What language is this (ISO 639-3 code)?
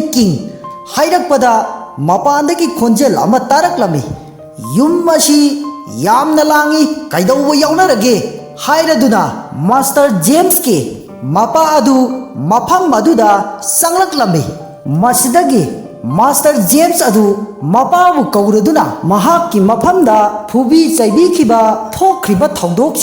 mni